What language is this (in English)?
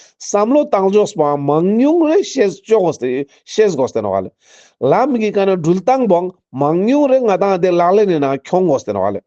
Ladakhi